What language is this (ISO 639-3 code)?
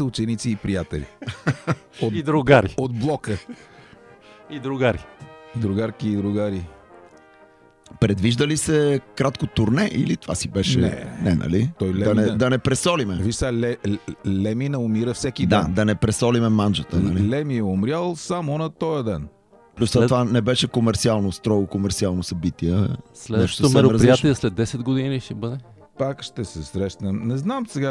bul